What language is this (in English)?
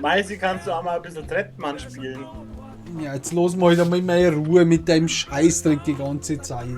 Bavarian